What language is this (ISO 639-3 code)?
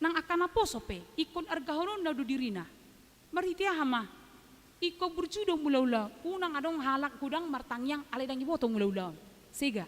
bbc